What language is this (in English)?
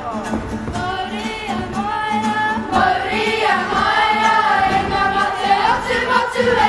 Māori